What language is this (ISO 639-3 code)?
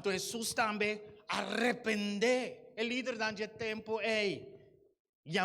pap